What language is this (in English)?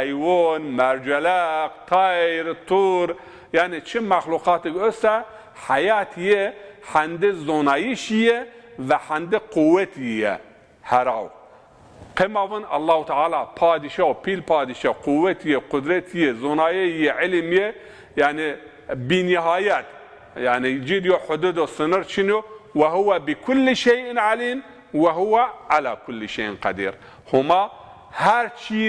Zaza